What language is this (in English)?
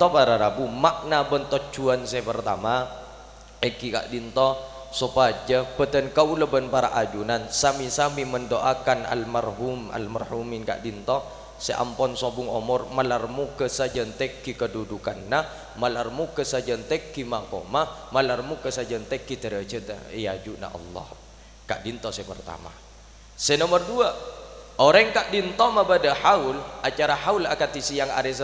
Madurese